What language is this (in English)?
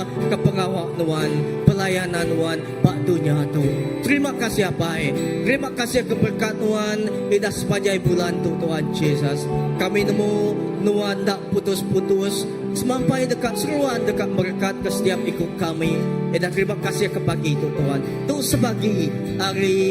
Iban